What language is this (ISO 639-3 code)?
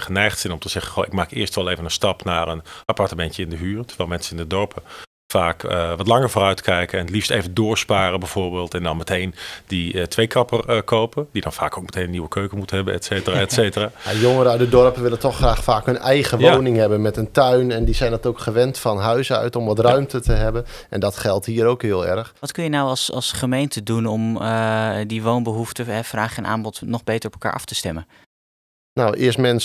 nld